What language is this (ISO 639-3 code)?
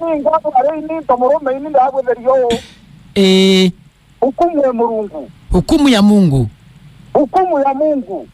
mer